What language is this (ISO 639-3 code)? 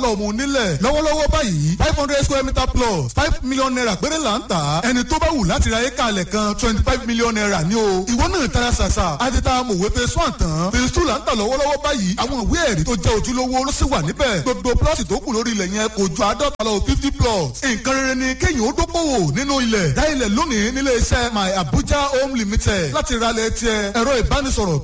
yor